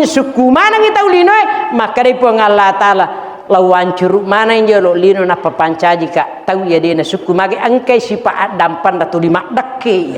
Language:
Buginese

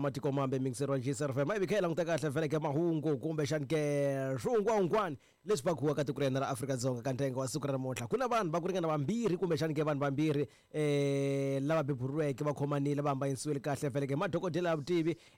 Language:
Tsonga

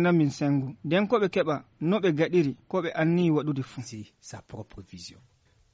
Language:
Nigerian Fulfulde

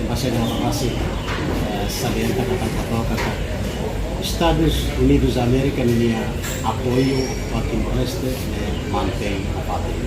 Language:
Tetum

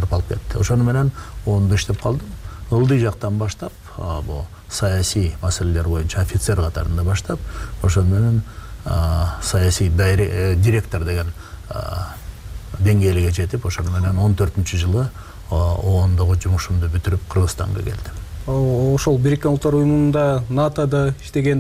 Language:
Kyrgyz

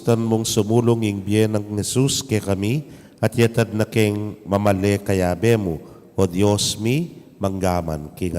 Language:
Pampanga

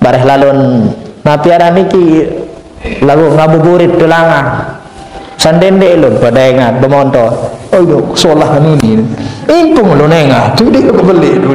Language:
Sasak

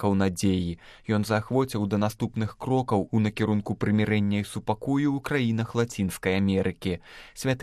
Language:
Belarusian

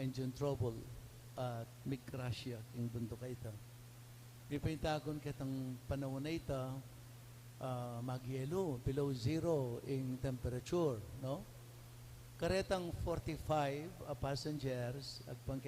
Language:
Pampanga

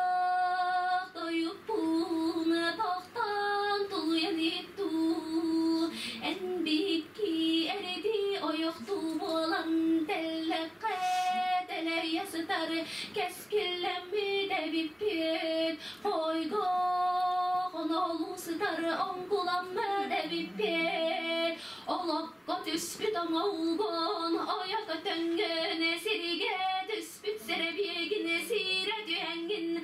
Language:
Yakut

